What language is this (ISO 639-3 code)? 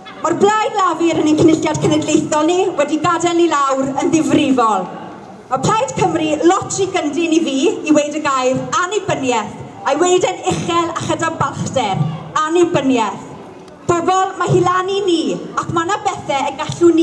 cym